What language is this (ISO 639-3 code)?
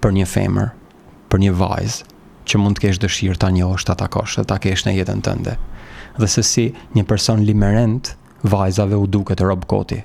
sqi